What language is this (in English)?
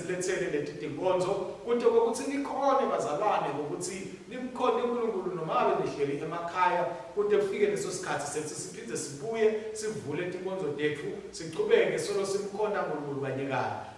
Swati